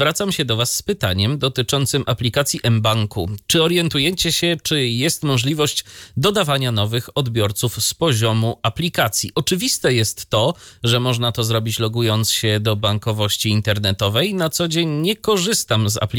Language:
Polish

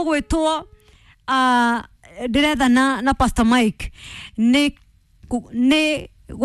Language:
Kikuyu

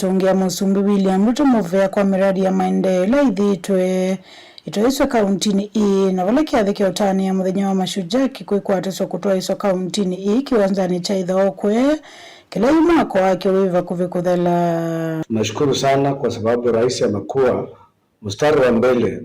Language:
Kamba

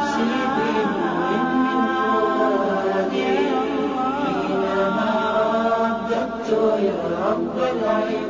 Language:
Bosnian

